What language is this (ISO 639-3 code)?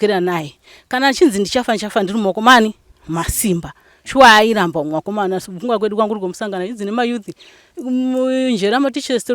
sna